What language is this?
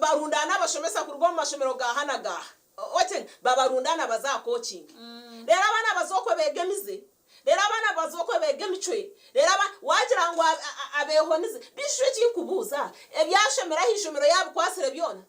Nyankole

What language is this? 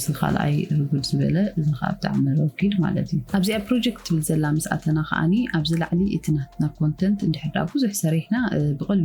Tigrinya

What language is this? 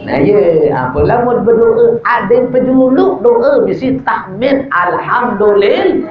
Sasak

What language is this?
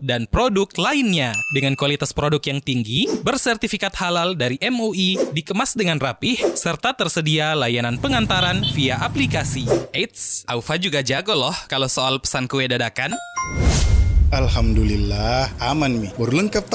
Indonesian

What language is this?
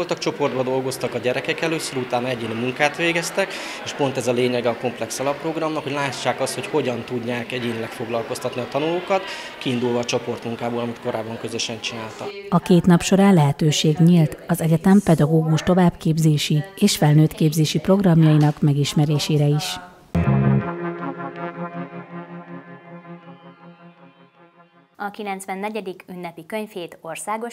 Hungarian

